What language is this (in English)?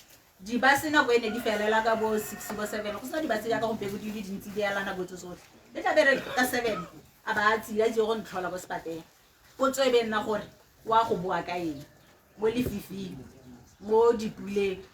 Tswana